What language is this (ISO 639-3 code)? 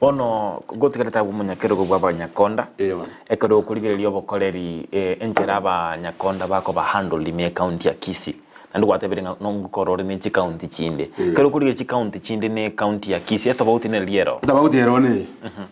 guz